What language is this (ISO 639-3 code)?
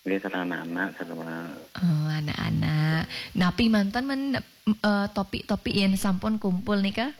ban